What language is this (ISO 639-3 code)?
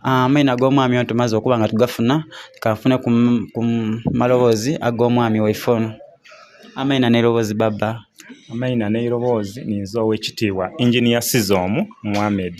xog